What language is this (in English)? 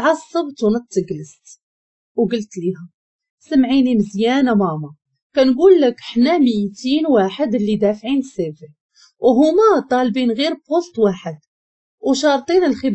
Moroccan Arabic